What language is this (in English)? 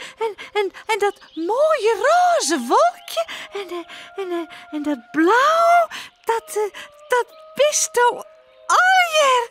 Western Frisian